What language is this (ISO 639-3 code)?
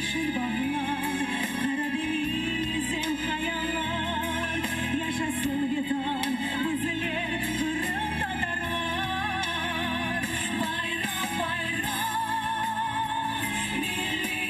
crh